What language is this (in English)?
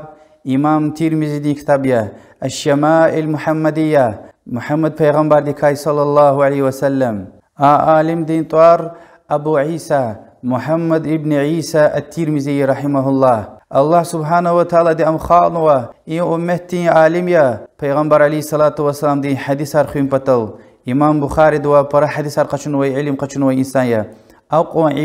Lezghian